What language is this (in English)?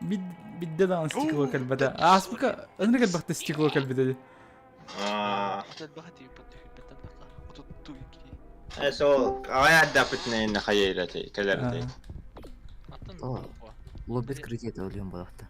Yakut